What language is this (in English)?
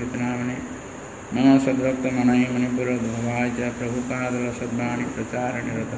Odia